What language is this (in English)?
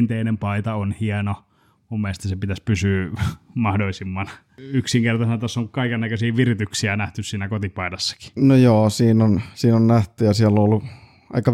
Finnish